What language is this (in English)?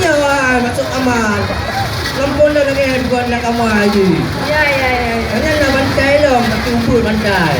Achinese